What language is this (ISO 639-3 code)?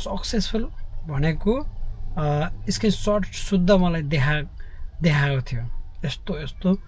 nep